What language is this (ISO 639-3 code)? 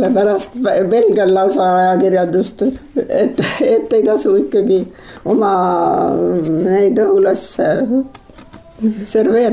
est